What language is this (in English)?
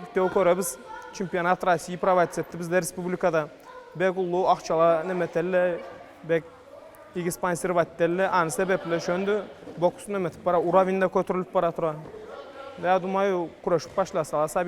Karachay-Balkar